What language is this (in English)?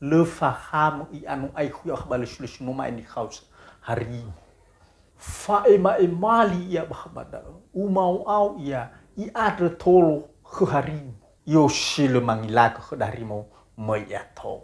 Nias